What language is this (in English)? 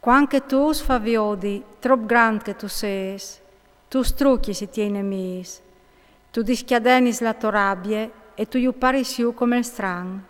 Friulian